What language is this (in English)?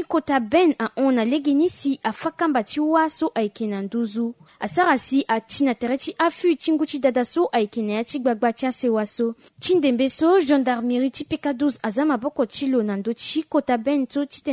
Sango